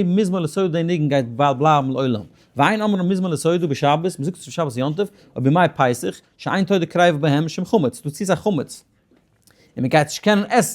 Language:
Yiddish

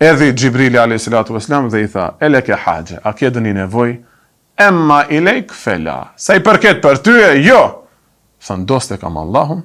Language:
Albanian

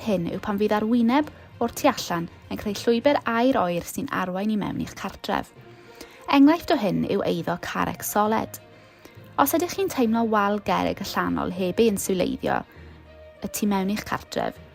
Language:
Welsh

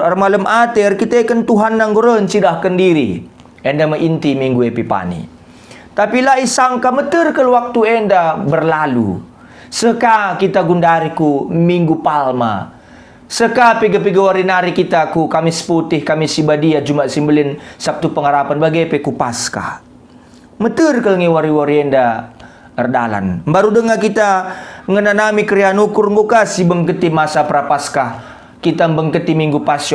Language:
Batak Karo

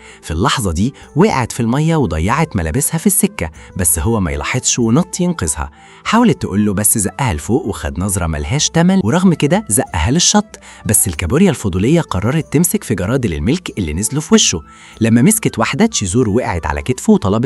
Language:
Egyptian Arabic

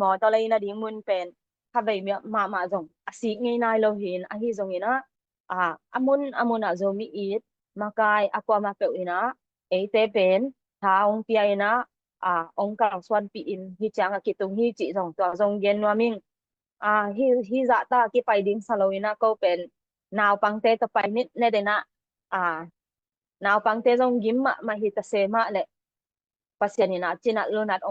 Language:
Tedim Chin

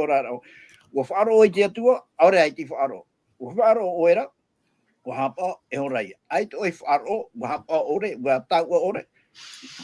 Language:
Tahitian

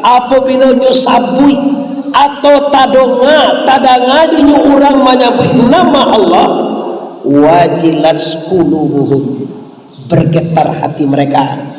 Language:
Minangkabau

